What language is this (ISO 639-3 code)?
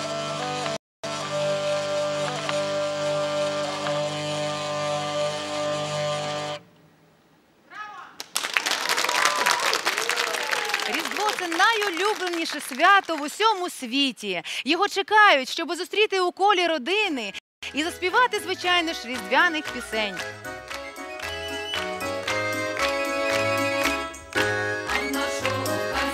ukr